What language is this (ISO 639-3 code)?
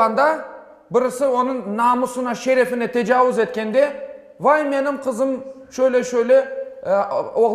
crh